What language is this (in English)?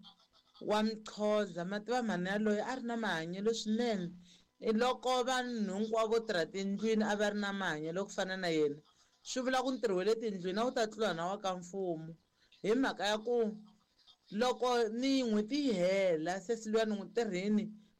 Tsonga